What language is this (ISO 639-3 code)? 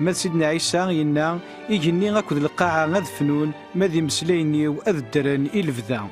kab